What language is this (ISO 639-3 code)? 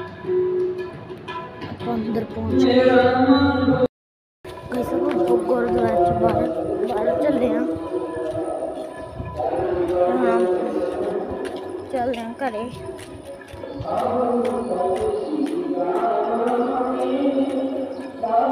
pan